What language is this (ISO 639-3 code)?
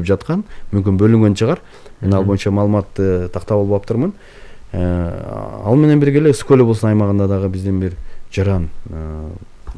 kir